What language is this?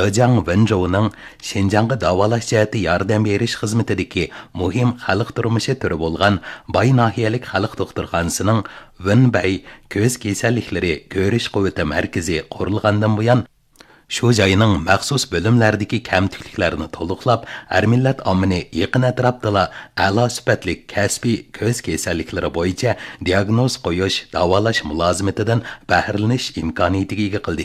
Uyghur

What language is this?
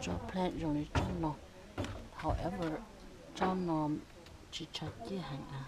Hmong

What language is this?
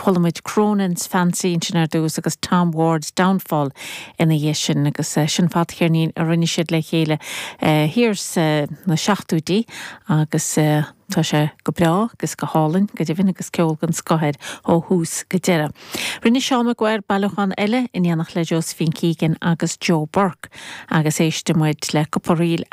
Irish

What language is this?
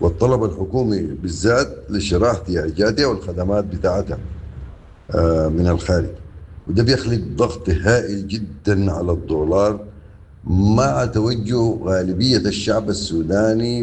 Sudanese Arabic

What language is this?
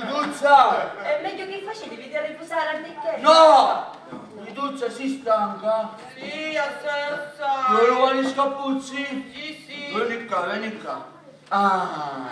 Sicilian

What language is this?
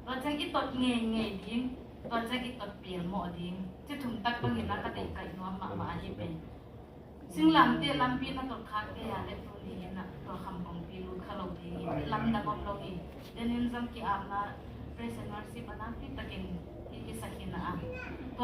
Tedim Chin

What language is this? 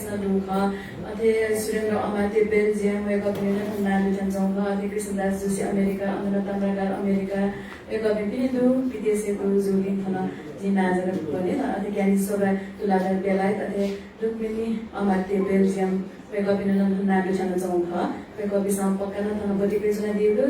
Newari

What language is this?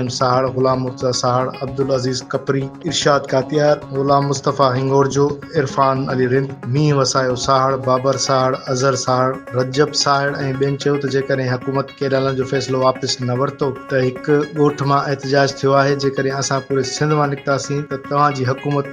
Sindhi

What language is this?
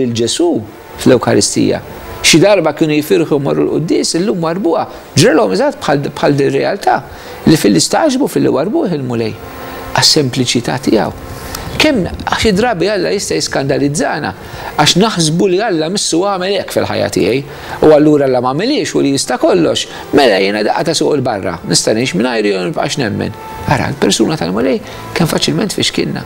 Maltese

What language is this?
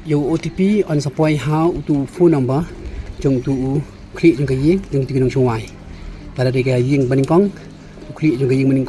Khasi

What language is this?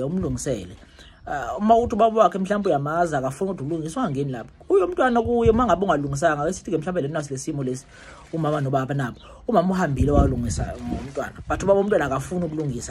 Zulu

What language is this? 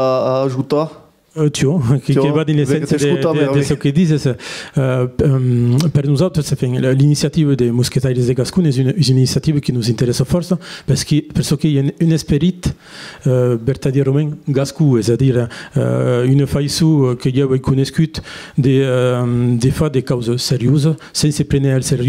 Occitan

